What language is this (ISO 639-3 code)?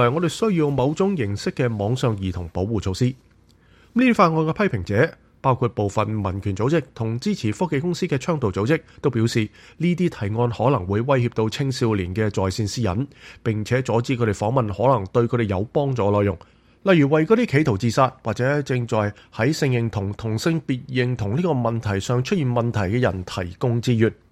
yue